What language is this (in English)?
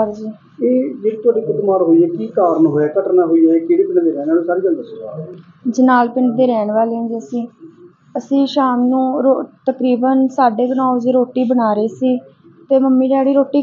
Punjabi